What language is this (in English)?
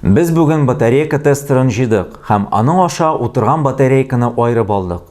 Tatar